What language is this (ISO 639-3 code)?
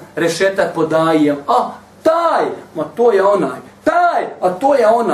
bos